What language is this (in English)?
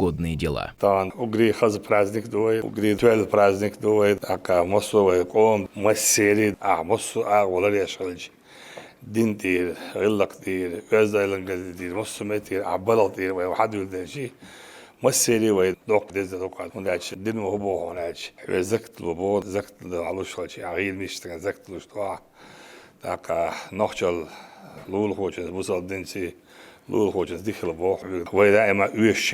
Chechen